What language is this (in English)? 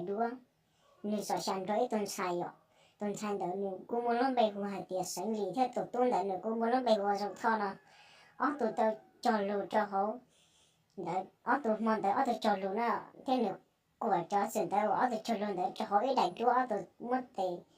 Hmong